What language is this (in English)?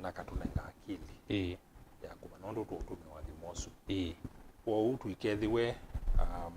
Kamba